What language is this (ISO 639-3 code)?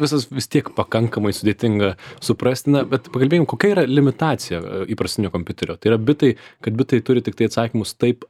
lit